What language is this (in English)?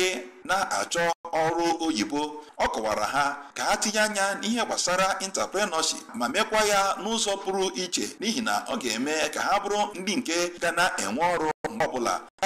Igbo